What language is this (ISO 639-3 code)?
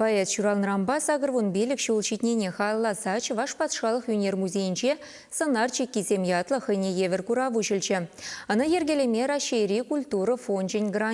chv